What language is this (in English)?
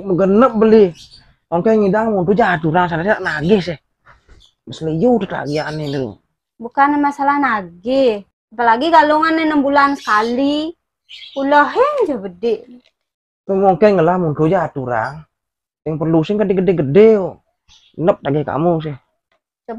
Balinese